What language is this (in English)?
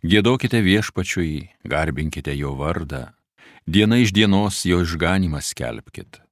Lithuanian